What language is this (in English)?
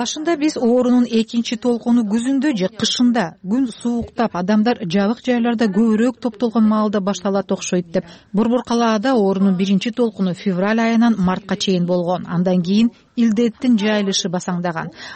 Kyrgyz